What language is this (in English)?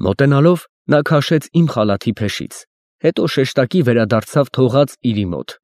Armenian